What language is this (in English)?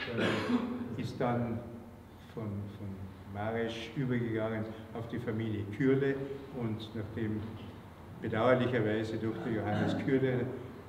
German